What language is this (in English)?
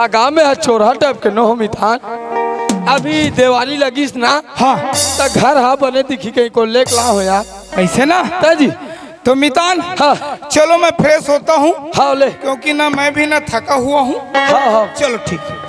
Chhattisgarhi